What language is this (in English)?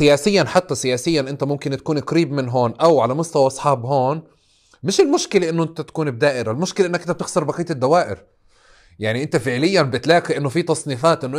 North Levantine Arabic